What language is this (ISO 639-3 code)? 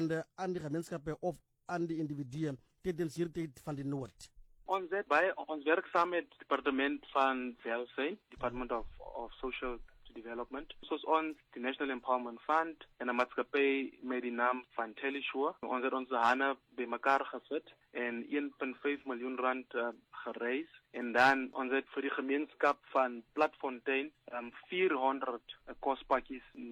afr